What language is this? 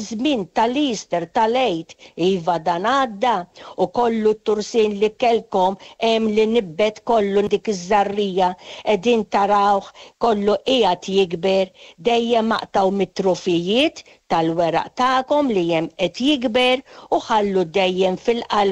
Maltese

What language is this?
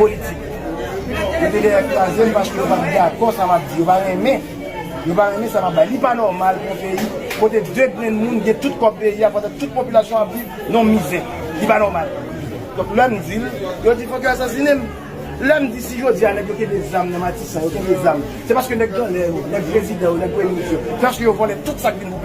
Haitian Creole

